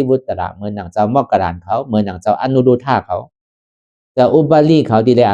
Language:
Shan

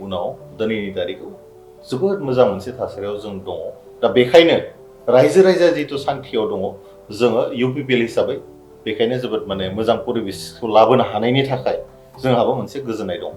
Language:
Bodo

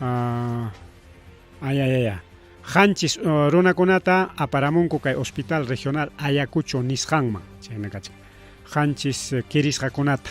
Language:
Ayacucho Quechua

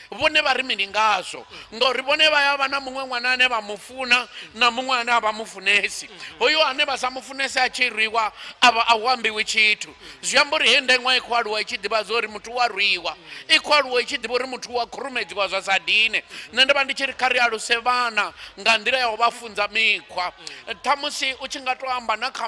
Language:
Venda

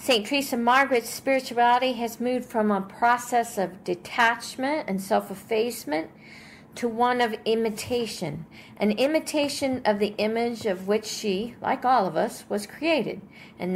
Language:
English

